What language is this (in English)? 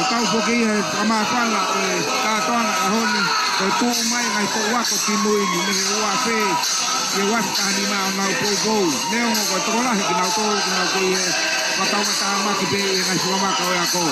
Tongan